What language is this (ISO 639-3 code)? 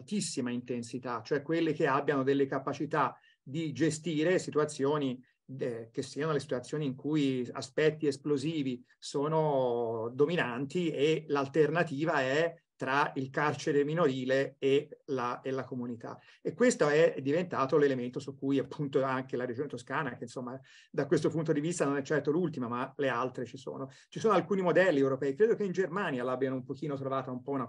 ita